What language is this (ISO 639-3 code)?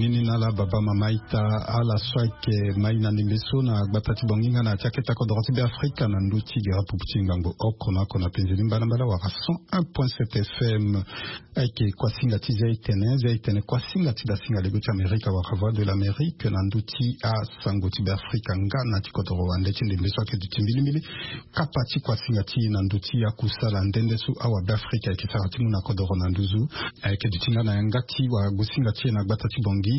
sag